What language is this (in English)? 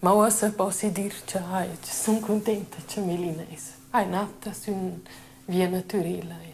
Romansh